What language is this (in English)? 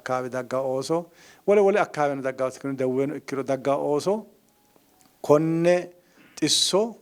Sidamo